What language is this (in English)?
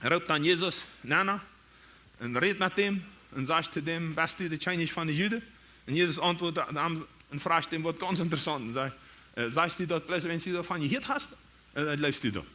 Plautdietsch